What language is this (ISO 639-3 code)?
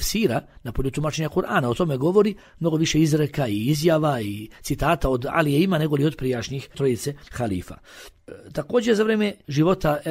bos